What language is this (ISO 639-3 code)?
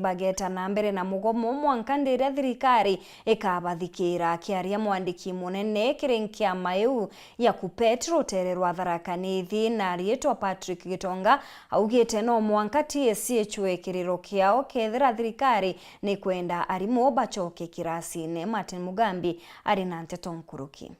mer